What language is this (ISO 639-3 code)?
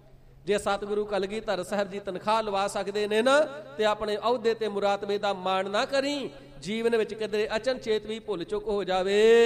pan